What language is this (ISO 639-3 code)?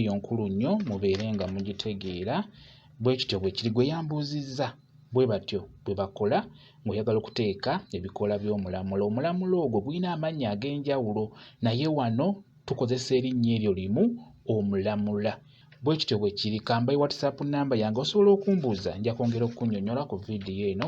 lug